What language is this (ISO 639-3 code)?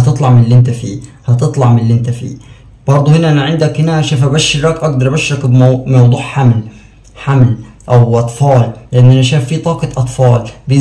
arz